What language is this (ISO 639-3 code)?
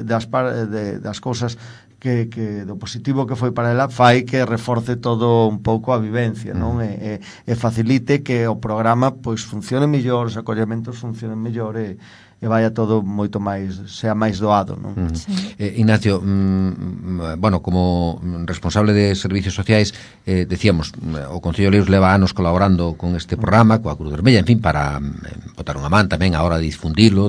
glg